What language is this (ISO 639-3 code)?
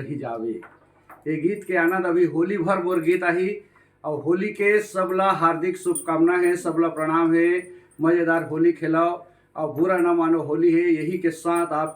hne